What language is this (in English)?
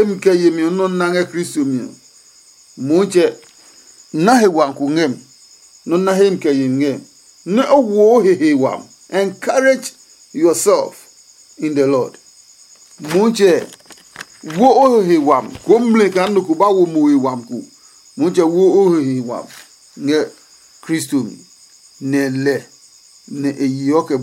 Adangme